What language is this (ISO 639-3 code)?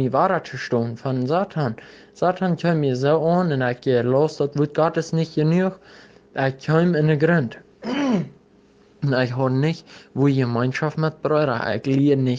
pdt